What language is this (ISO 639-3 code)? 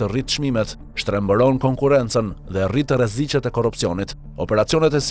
sqi